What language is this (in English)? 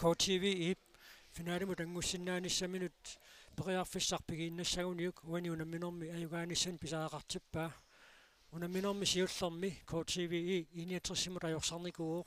Kalaallisut